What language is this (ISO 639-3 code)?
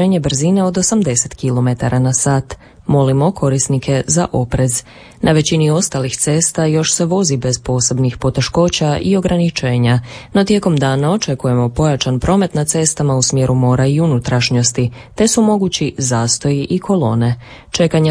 hrv